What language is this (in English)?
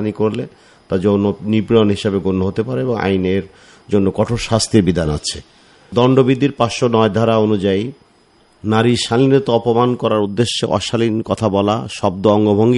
Bangla